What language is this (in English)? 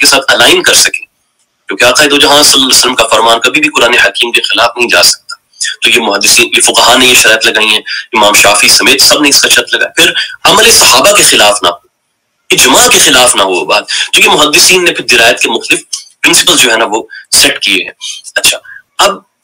Urdu